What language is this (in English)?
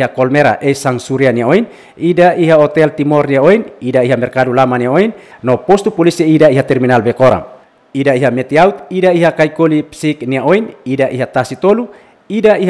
Tetum